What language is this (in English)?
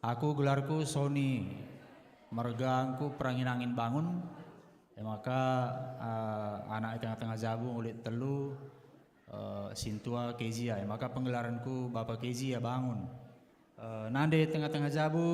Batak Karo